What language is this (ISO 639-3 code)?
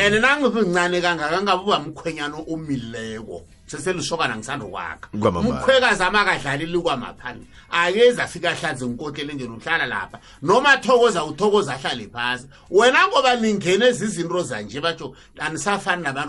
nbl